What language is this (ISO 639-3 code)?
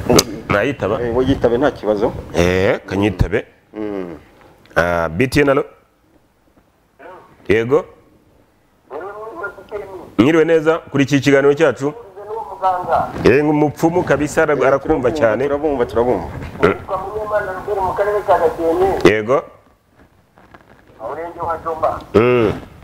kin